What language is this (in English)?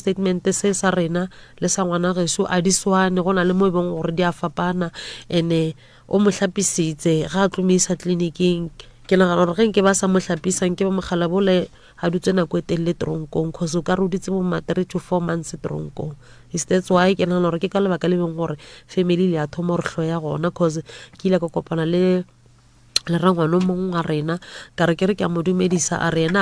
Northern Sotho